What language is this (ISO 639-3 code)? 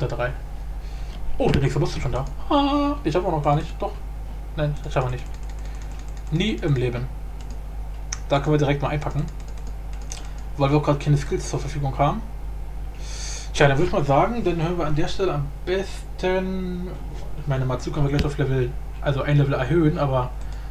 deu